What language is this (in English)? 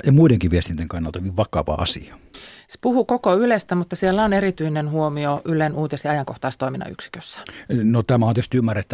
Finnish